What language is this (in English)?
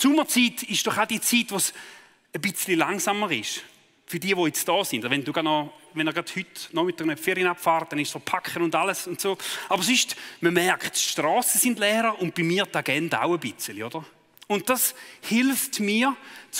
Swiss German